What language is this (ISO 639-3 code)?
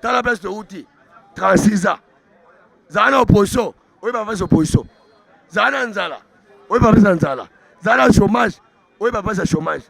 lin